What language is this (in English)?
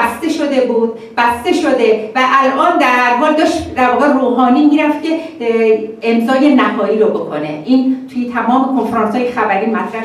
Persian